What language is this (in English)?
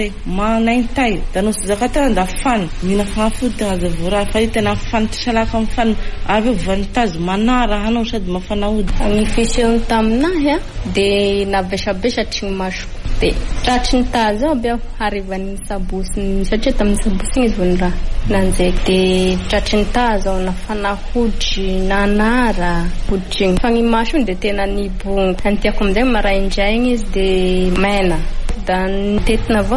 Malagasy